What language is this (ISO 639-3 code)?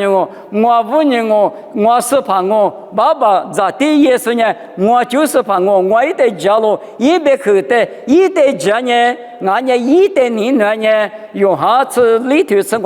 lis